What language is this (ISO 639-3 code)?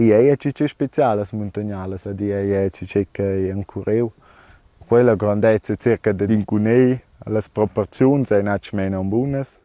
roh